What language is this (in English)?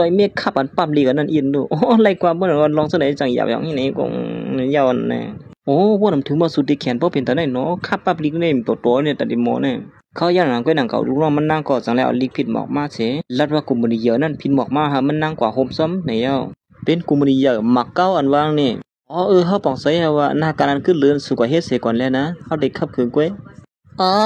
Shan